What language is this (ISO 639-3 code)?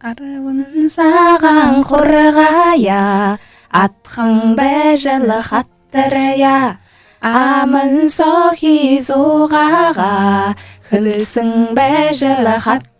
bua